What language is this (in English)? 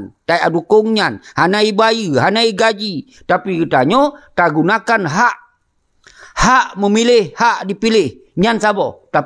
Achinese